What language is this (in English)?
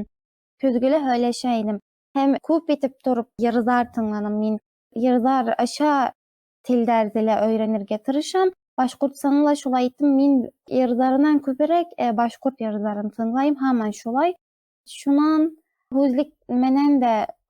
Bashkir